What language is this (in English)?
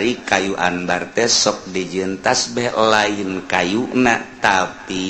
Sundanese